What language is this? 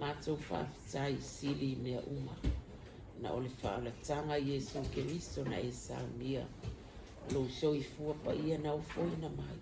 Samoan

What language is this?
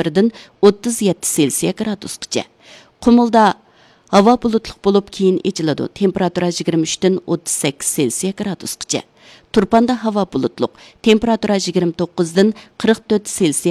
Uyghur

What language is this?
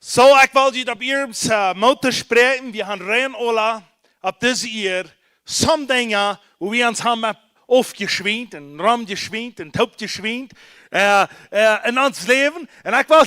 Plautdietsch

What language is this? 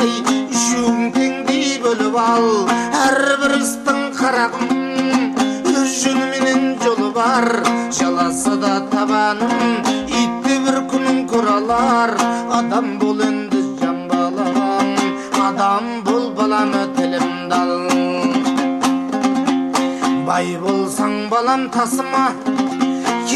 Kazakh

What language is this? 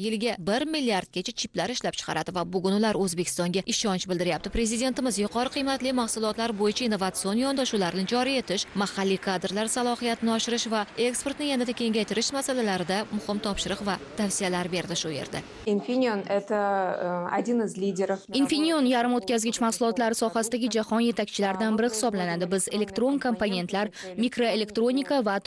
Uzbek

